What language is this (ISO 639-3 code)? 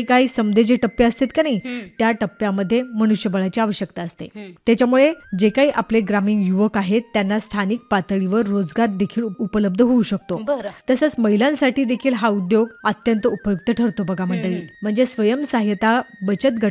mar